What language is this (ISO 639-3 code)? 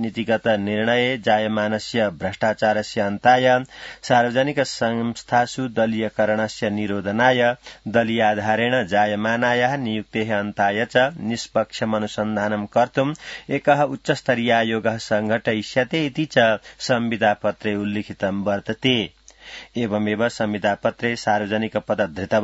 san